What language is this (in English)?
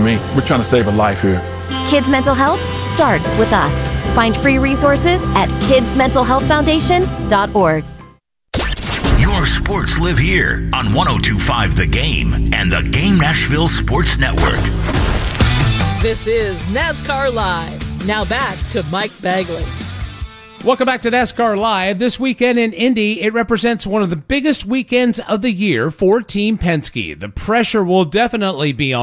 English